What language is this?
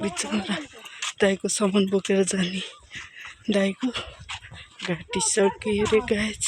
Nepali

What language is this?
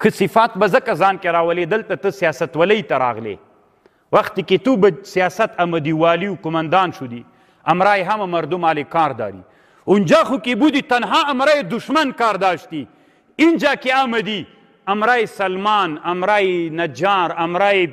Pashto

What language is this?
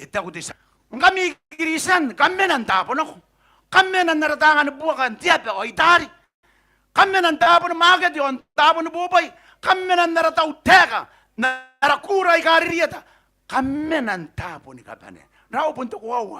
Gilbertese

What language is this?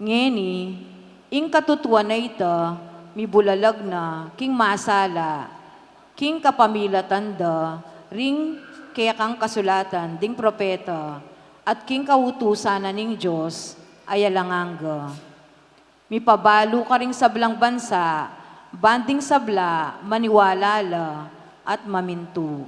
Pampanga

